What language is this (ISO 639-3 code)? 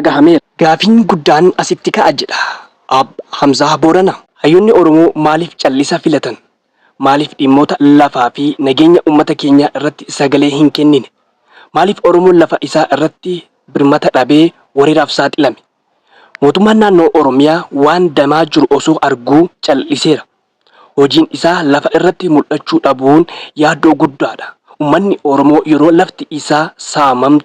orm